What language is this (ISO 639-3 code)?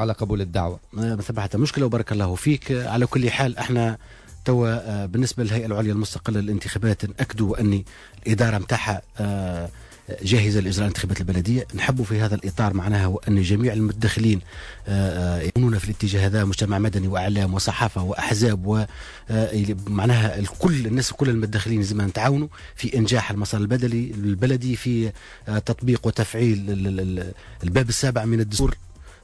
aeb